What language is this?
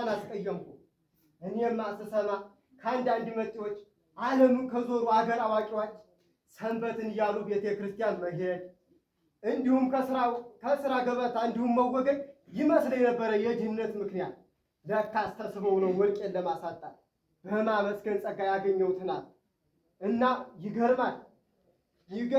Amharic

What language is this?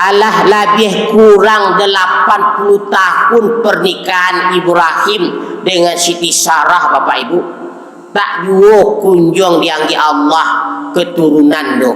Minangkabau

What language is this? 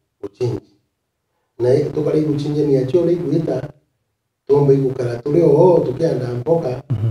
Meru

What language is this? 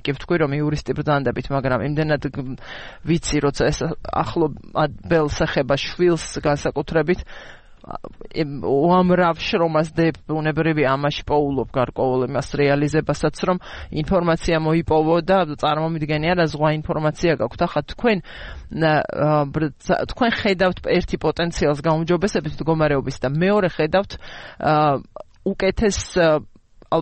Georgian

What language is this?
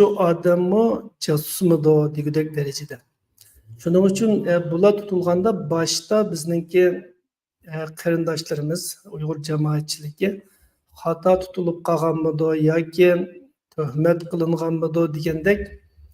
Uyghur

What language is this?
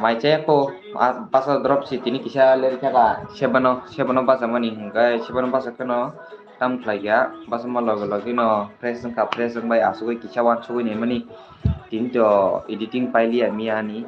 Kok Borok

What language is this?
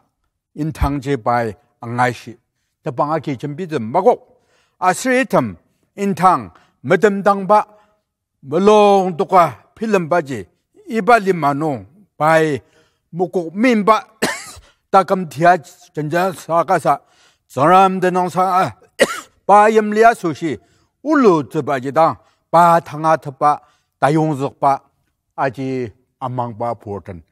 Ao Naga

